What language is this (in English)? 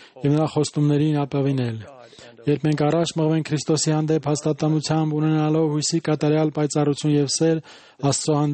Armenian